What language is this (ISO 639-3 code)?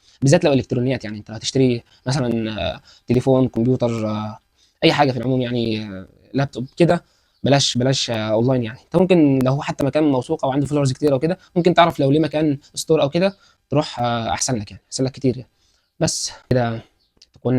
arz